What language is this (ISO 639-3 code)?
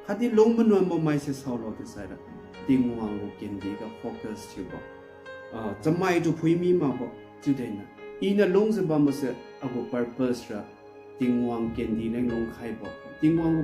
njn